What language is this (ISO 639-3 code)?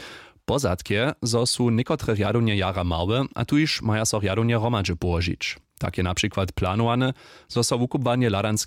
hsb